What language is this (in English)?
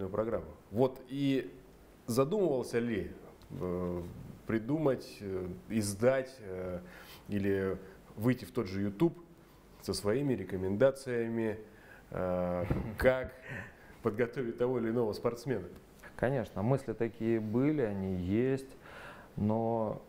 Russian